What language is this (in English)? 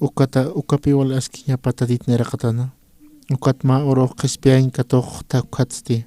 Aymara